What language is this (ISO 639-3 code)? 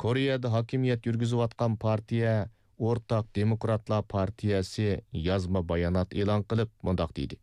uig